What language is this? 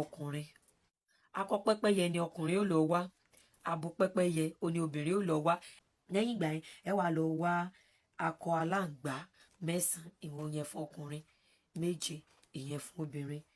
Yoruba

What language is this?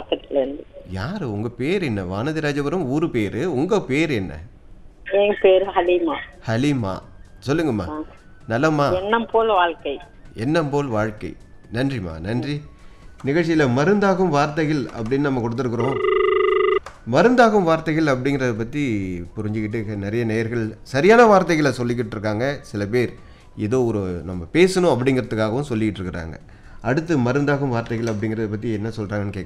Tamil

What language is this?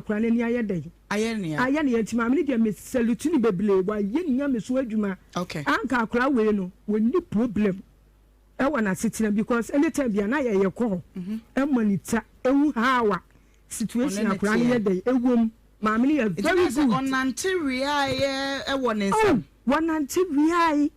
Akan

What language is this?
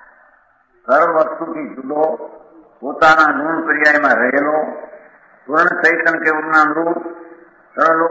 Gujarati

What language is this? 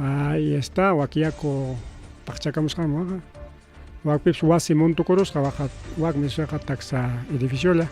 Ayacucho Quechua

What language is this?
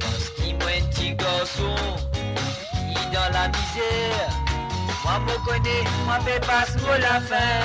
Morisyen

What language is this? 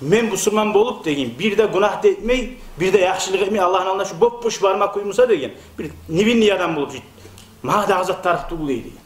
Kumyk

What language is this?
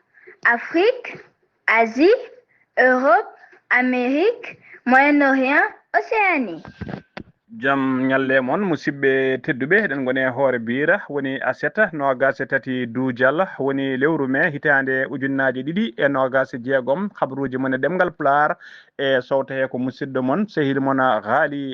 Fula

